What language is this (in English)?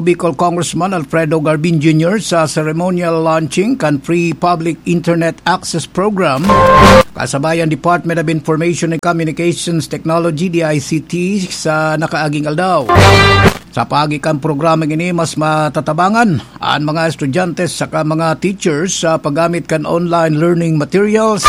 Bikol